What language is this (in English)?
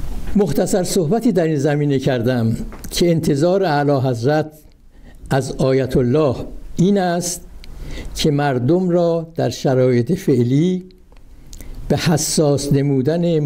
Persian